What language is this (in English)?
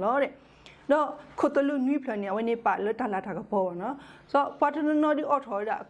S'gaw Karen